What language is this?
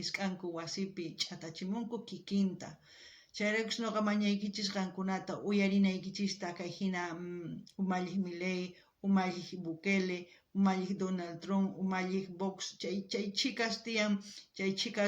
South Bolivian Quechua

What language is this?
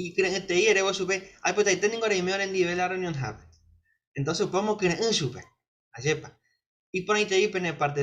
Guarani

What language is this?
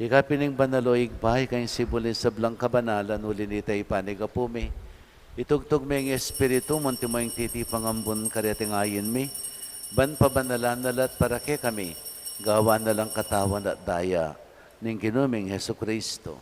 Pampanga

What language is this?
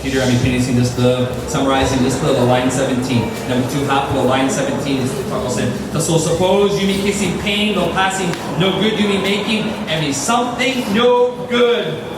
Tok Pisin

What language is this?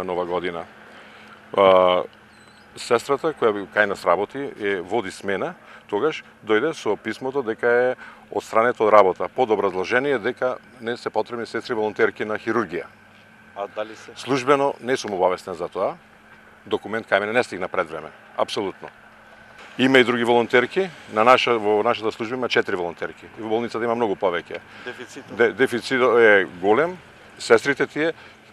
Macedonian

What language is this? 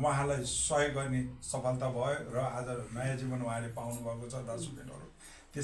Nepali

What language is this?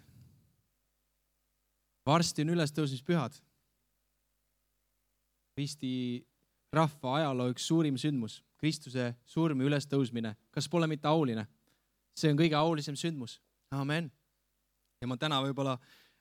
Estonian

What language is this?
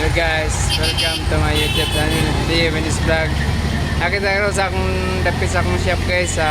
Cebuano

